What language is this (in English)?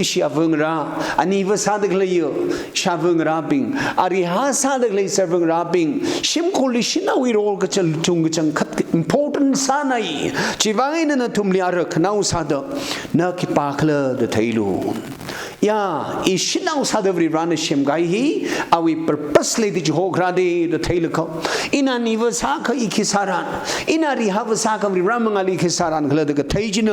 Tangkhul Naga (India)